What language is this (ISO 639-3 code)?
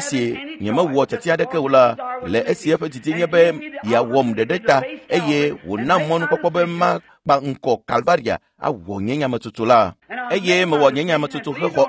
ewe